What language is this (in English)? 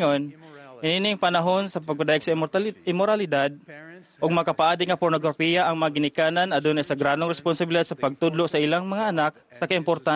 Cebuano